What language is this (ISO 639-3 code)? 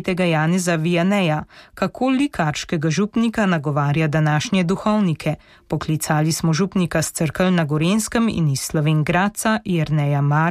slv